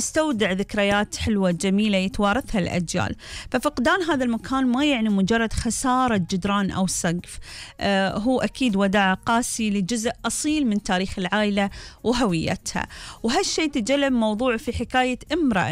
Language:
Gulf Arabic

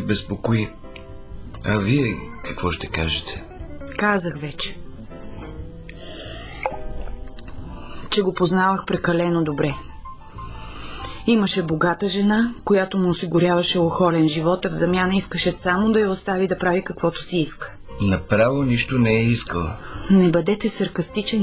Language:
Bulgarian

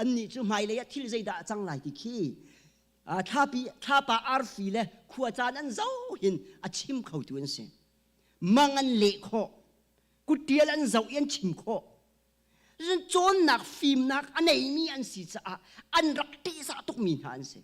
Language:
Hakha Chin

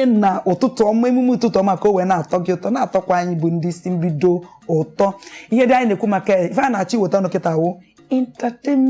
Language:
Igbo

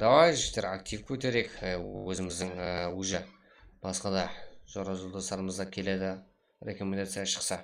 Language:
Kara-Kalpak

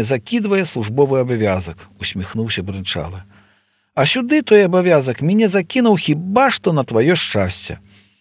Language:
Belarusian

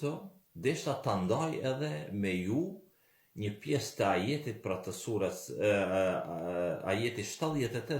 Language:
Albanian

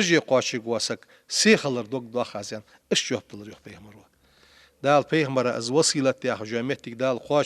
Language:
Ingush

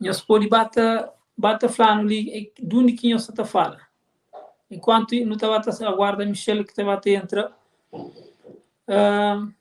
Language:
Kabuverdianu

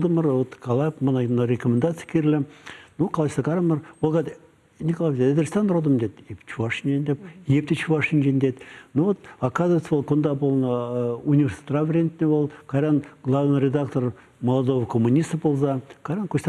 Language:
Chuvash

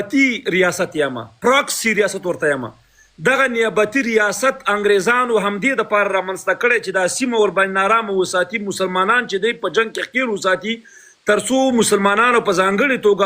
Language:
Pashto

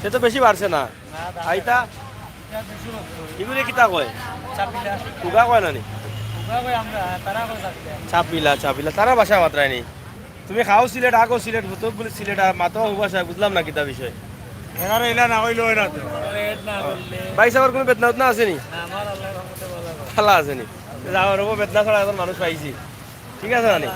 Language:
Sylheti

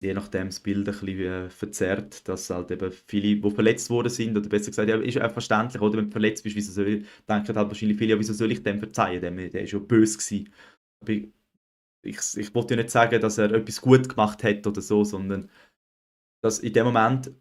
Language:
Swiss German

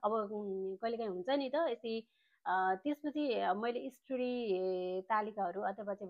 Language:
Nepali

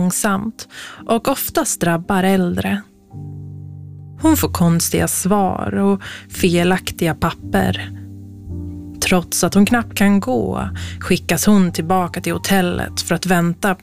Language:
Swedish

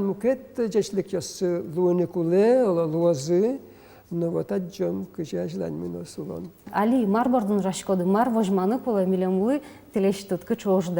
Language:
Udmurt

